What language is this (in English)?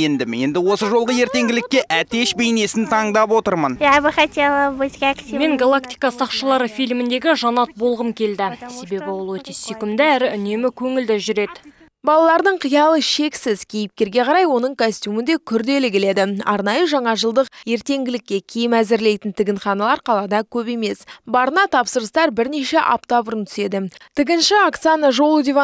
Kazakh